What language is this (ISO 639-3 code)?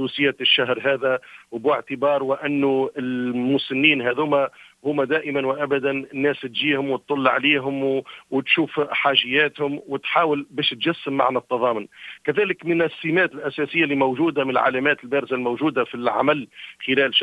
aeb